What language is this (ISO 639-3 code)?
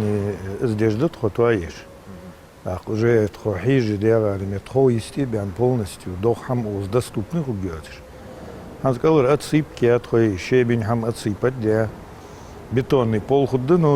inh